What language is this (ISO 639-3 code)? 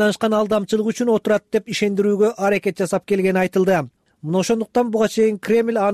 kir